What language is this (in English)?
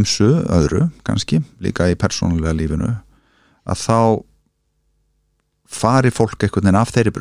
Icelandic